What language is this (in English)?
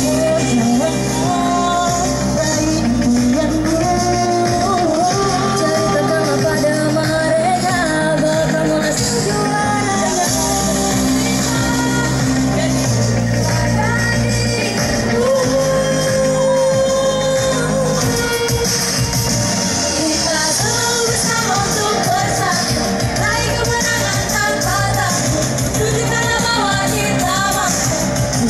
Indonesian